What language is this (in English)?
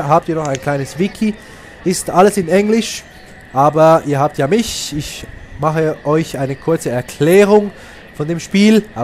Swiss German